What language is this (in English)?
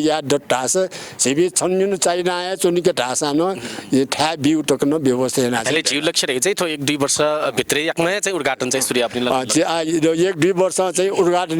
Newari